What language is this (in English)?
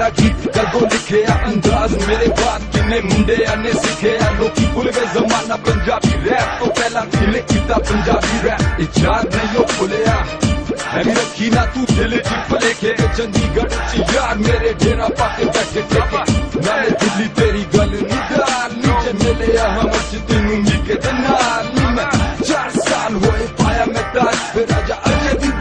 Punjabi